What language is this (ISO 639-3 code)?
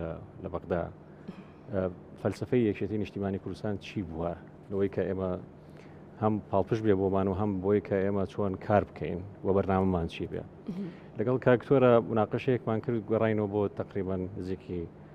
ckb